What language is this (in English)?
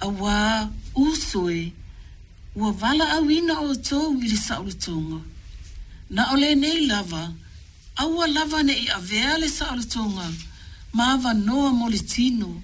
Samoan